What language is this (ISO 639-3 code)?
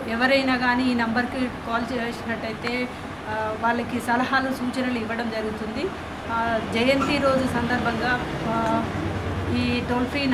tel